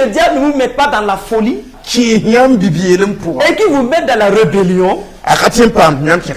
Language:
Mossi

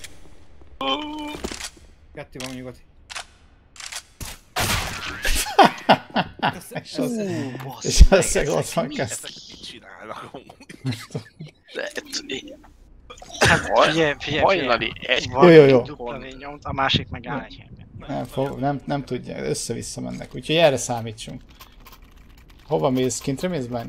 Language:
Hungarian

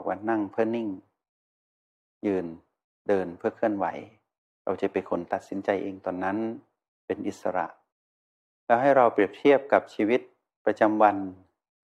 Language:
Thai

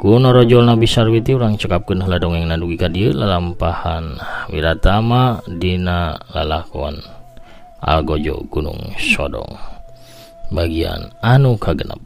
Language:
Sundanese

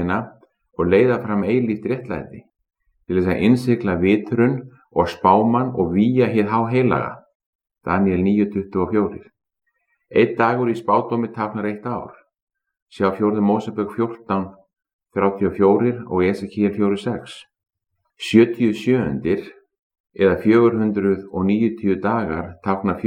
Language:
Icelandic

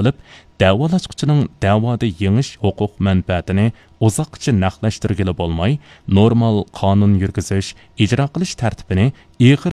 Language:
Uyghur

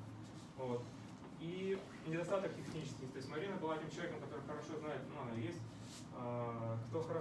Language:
Russian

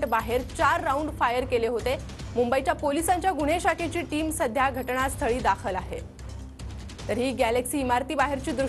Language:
Marathi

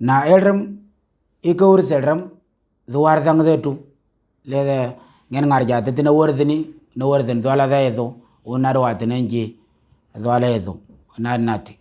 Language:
Moro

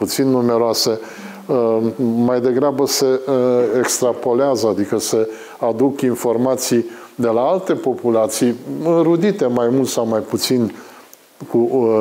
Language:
Romanian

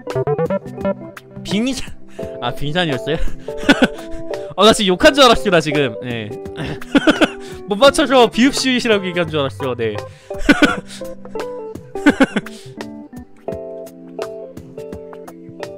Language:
Korean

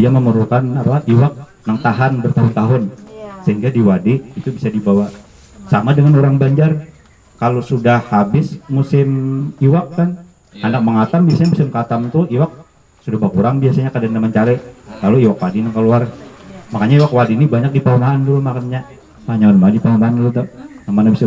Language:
Banjar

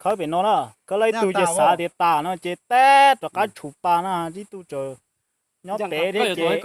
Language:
Hmong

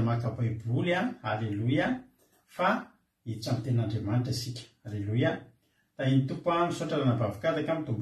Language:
Malagasy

